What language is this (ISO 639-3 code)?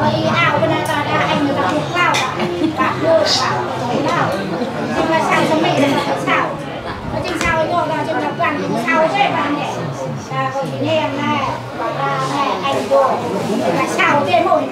cmo